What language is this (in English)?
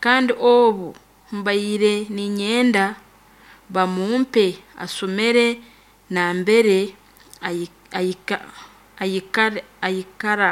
Nyoro